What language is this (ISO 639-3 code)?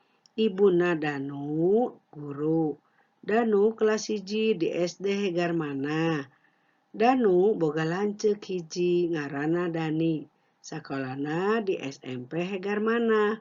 sun